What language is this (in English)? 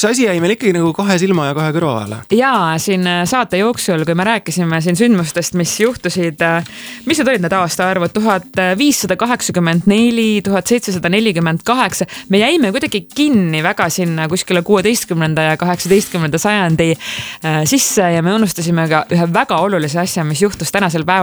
Estonian